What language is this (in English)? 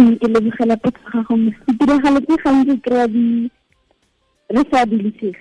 Tswana